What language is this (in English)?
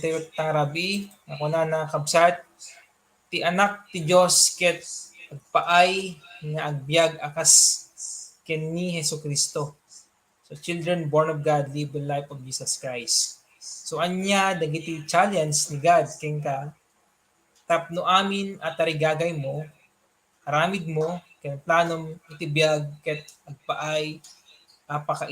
Iloko